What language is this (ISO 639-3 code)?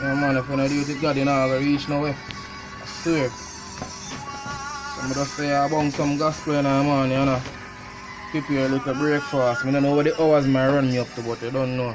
jam